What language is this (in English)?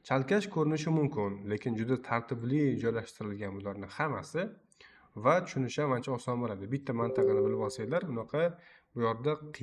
Uzbek